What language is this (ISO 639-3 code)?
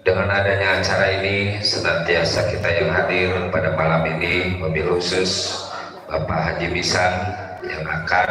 bew